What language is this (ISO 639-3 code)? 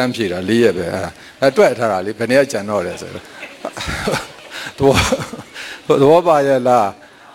mya